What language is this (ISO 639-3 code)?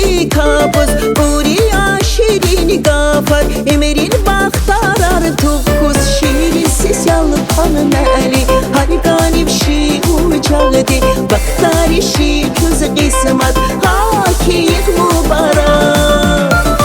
tab